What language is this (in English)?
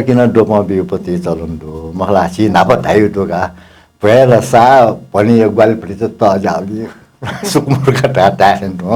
Newari